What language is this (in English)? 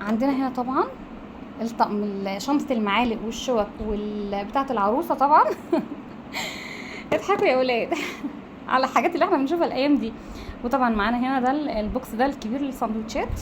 Egyptian Arabic